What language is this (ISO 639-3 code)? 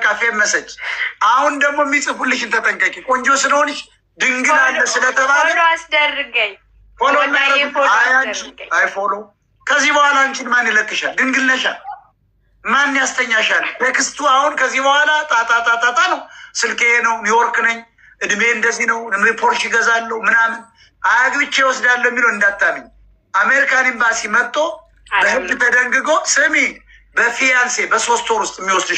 amh